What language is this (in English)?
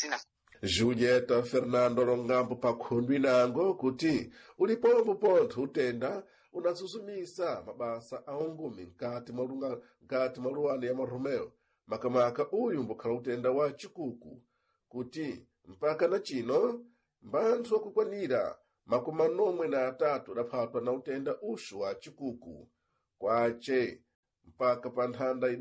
Sena